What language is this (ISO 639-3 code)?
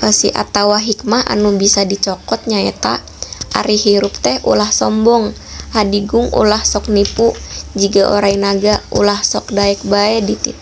sun